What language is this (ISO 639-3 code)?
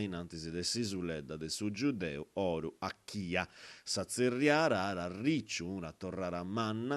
srd